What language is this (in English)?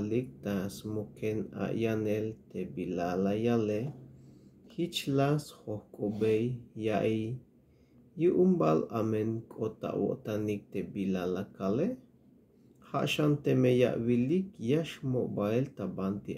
Tzeltal